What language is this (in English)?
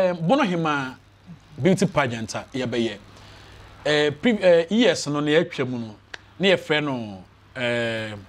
Akan